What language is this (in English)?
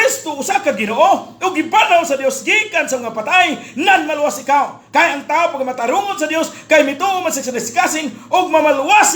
Cebuano